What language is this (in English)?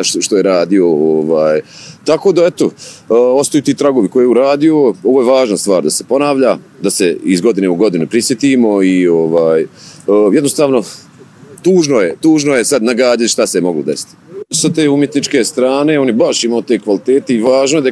Bosnian